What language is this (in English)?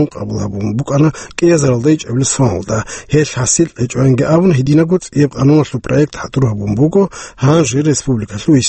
Avaric